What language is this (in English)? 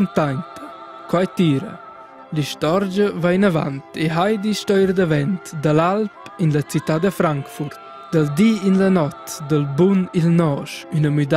Romansh